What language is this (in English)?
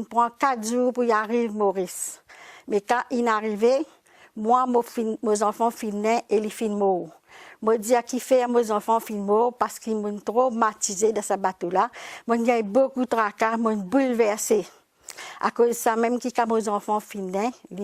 Morisyen